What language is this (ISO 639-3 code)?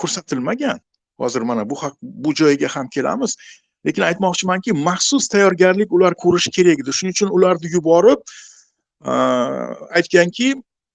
uzb